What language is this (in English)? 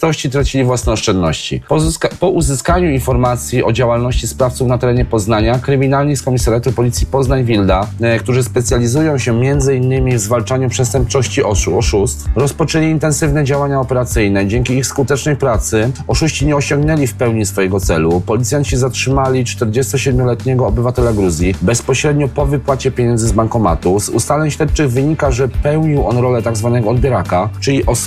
Polish